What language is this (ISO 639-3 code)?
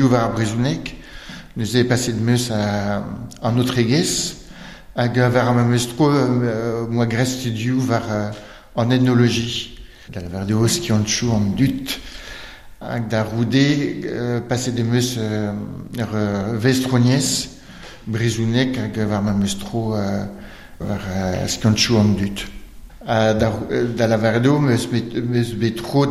bre